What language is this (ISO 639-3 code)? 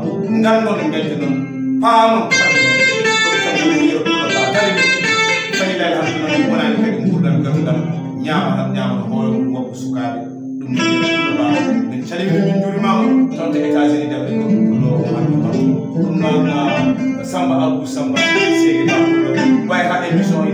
ful